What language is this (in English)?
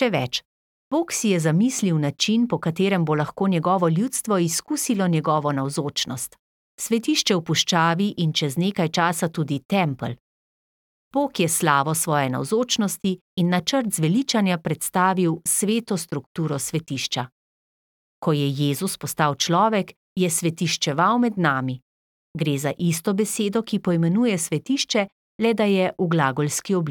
Slovenian